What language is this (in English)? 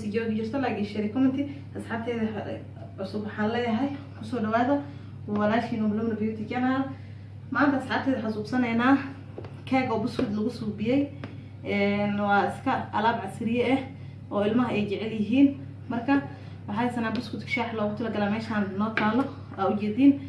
Somali